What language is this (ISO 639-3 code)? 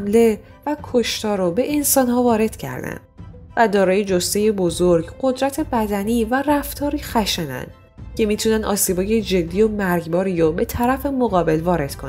fas